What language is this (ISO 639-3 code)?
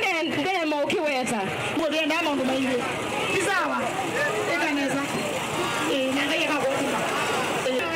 kam